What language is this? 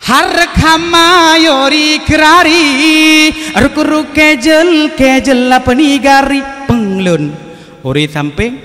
Achinese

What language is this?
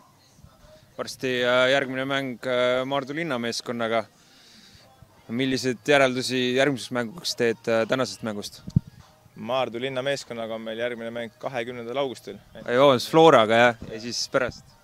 Estonian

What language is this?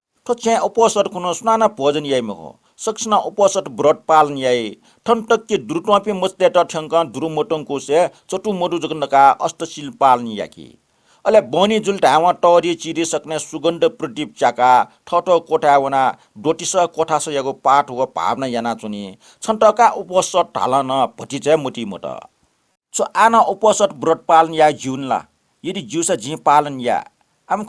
Newari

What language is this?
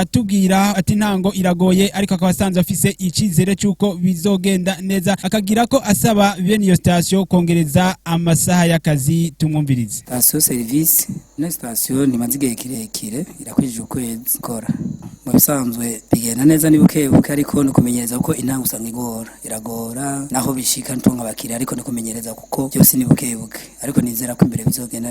Rundi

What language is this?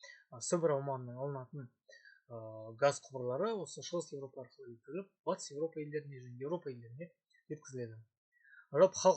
Kazakh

